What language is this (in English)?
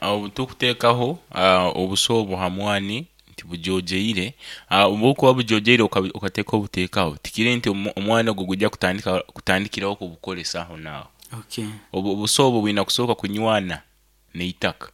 Nyankole